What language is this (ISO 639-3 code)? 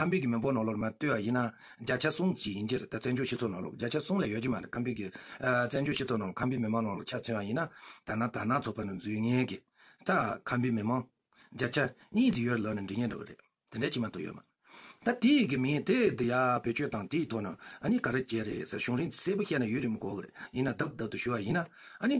bod